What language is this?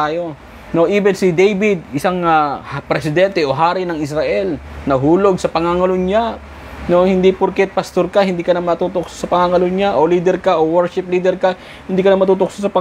Filipino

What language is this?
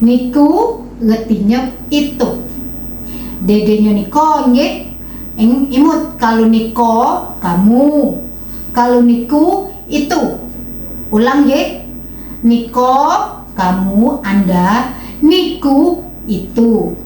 Musi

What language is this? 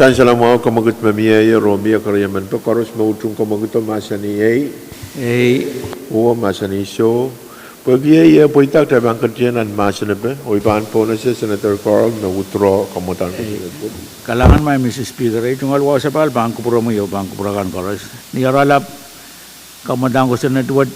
Pohnpeian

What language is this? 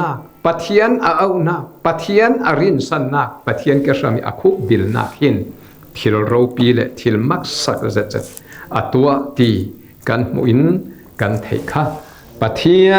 Falam Chin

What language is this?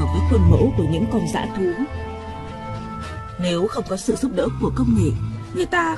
Vietnamese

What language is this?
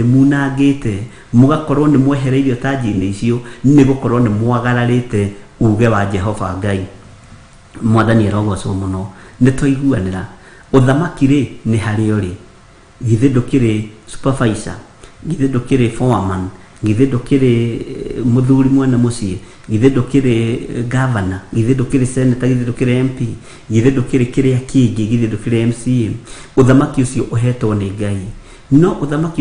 Kikuyu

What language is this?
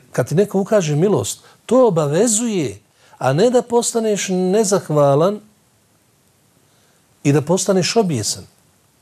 Bosnian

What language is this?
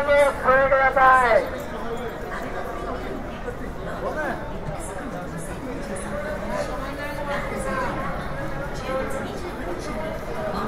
Japanese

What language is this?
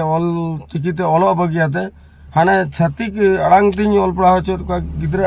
Santali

